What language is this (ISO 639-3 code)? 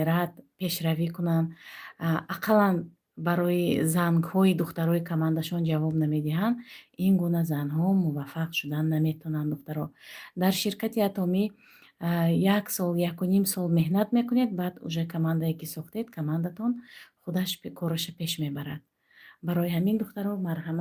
tgk